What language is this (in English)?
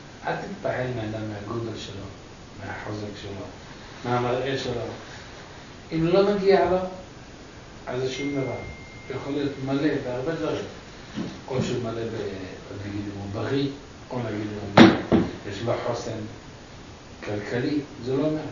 Hebrew